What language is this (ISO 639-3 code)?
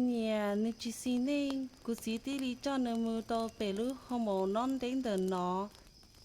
hmn